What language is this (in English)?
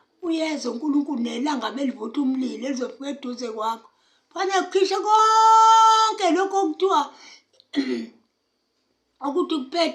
Zulu